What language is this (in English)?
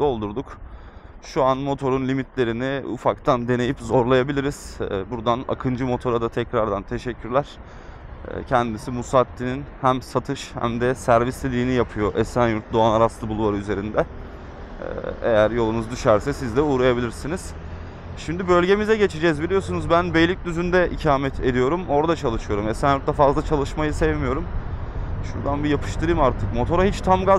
Turkish